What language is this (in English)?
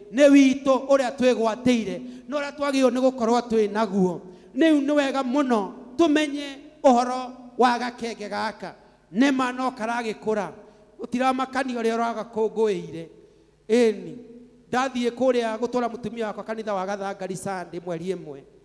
Kikuyu